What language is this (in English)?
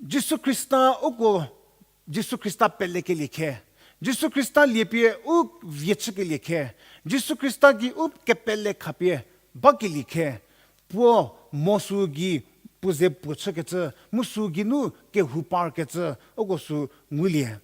Angami Naga